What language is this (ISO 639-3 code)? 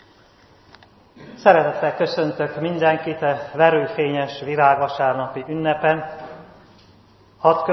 hun